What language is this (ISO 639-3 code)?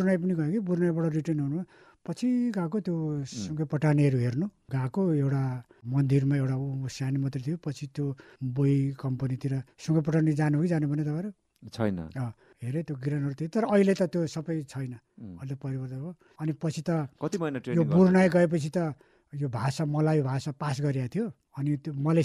nep